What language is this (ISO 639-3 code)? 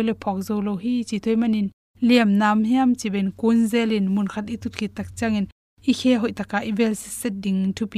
ctd